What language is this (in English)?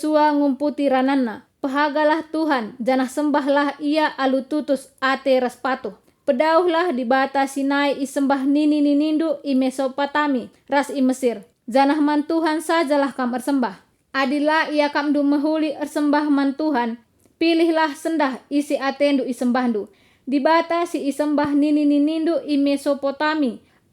Batak Karo